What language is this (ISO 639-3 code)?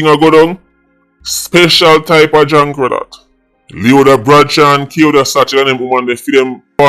jam